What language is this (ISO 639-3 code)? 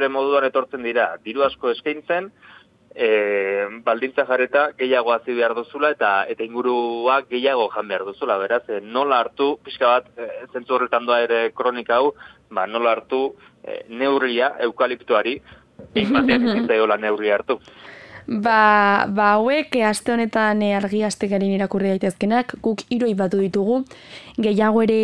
eus